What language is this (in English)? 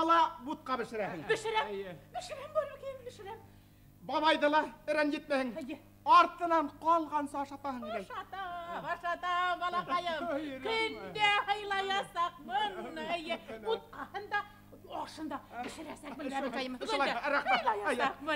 Bashkir